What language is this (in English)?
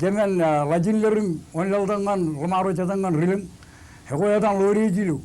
Marshallese